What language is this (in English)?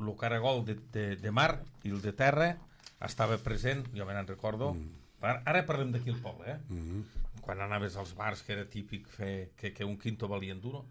Catalan